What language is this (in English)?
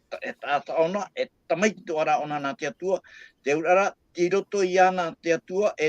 Tahitian